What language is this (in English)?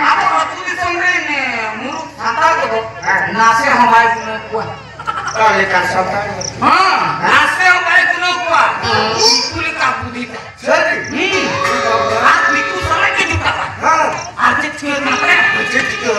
Santali